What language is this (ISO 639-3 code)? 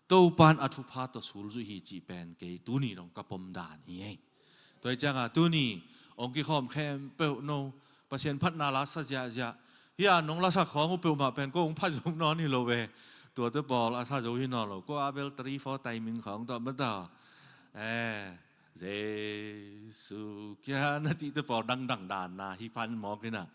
ctd